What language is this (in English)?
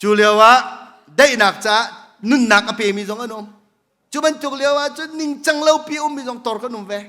Hakha Chin